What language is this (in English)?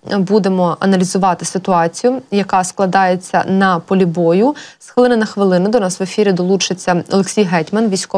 Ukrainian